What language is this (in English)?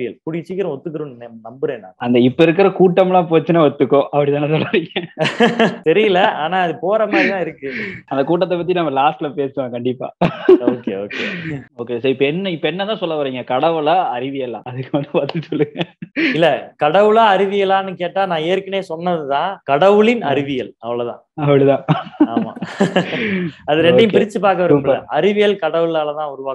Tamil